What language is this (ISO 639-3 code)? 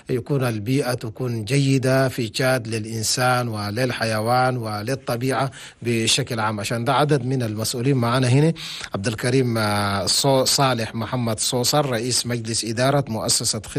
shu